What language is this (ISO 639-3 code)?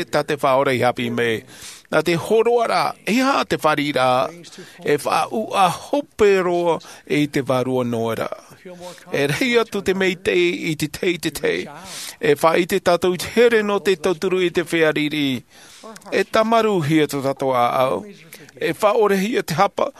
tah